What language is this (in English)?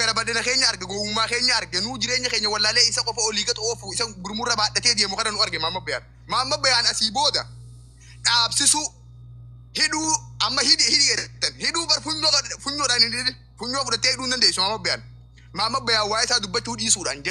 Oromo